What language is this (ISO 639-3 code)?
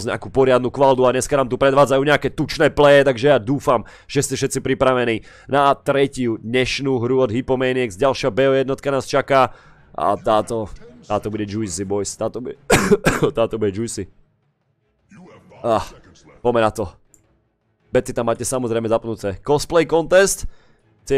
slk